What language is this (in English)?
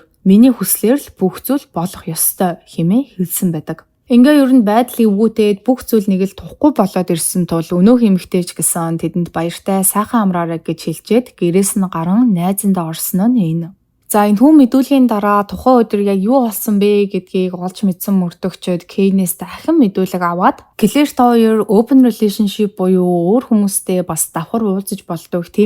Mongolian